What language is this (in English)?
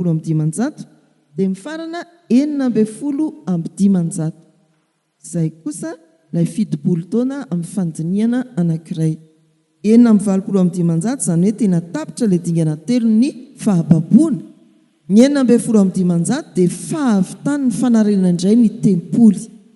Malagasy